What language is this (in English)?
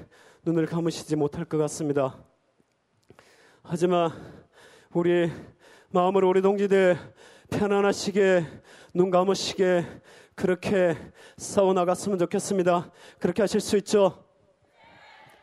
Korean